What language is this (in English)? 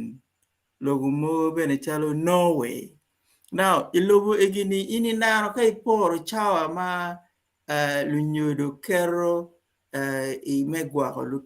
Acoli